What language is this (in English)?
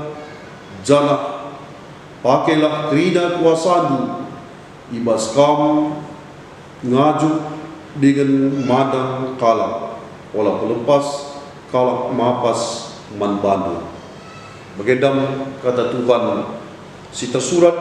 Batak Karo